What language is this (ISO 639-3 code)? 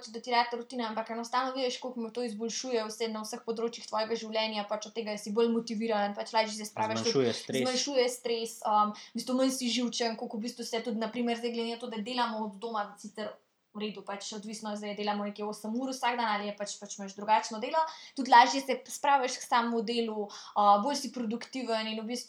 slv